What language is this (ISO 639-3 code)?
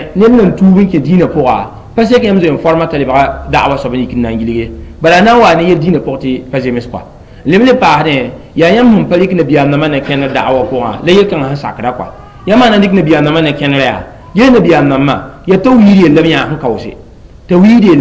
mos